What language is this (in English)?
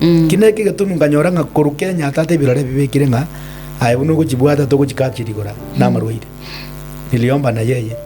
Gusii